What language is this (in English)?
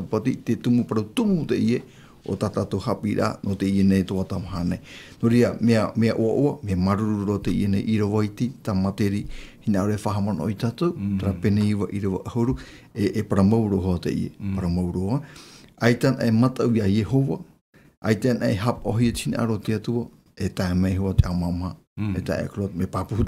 Tahitian